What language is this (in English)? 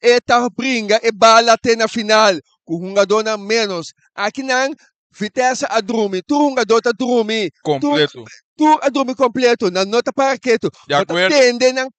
Papiamento